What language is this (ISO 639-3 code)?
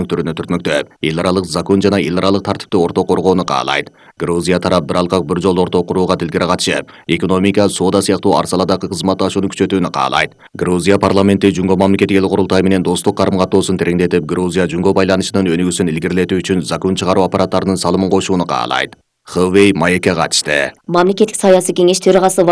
kir